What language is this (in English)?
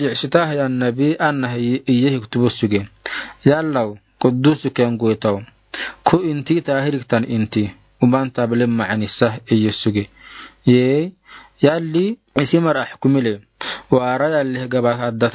Afar